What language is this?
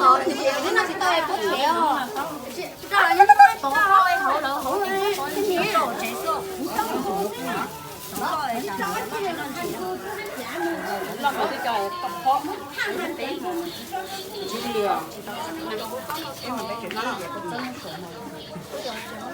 Hmong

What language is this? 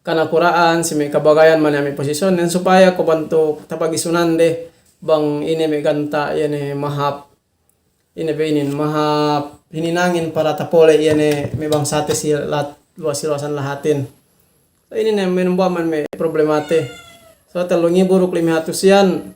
Yakan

